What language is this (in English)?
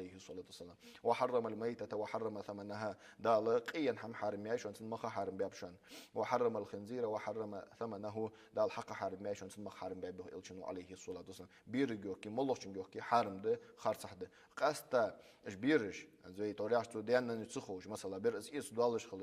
Ingush